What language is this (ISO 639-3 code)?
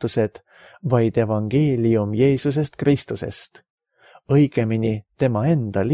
est